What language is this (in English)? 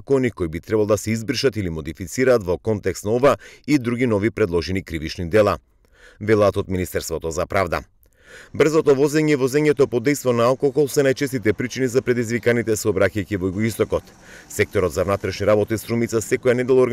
Macedonian